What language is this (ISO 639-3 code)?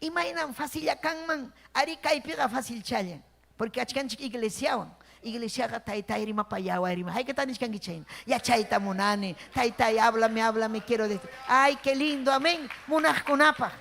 quy